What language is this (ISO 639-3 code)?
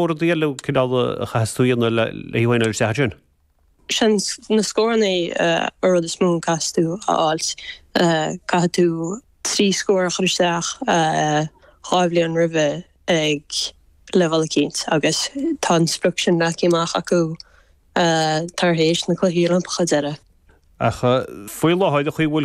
gle